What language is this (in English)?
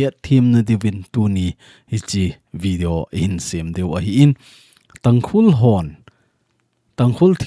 Thado Chin